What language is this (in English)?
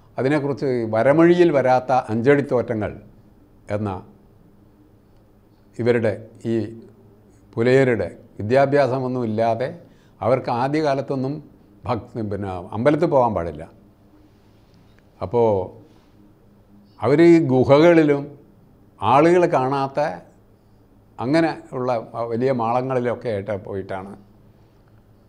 Malayalam